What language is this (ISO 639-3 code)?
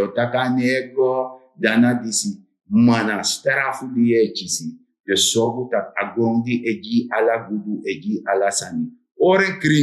srn